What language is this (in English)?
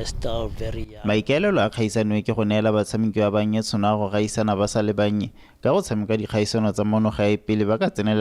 Tswana